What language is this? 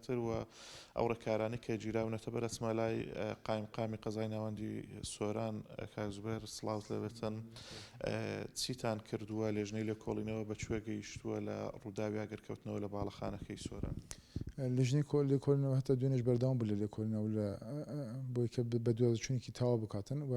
Central Kurdish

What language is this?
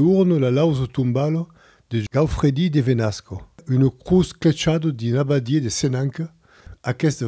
Occitan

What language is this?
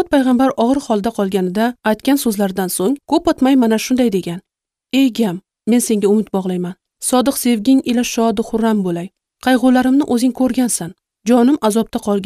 Uzbek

